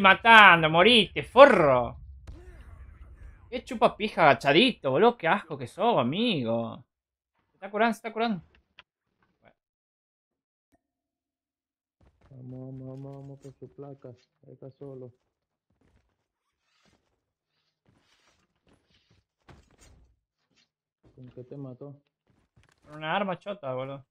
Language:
Spanish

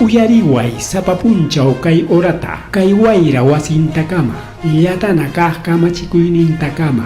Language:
Ayacucho Quechua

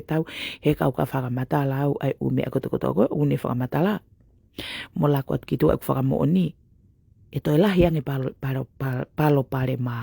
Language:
Tongan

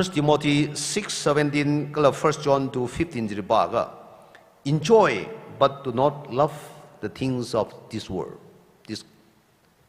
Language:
Tangkhul Naga (India)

